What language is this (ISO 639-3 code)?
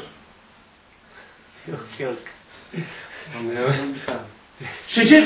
tur